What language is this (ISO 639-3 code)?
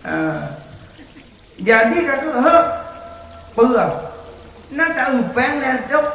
ace